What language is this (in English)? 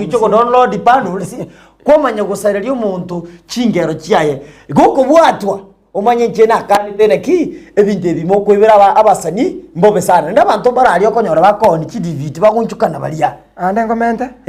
Gusii